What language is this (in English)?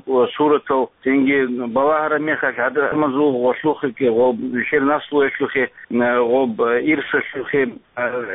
Avaric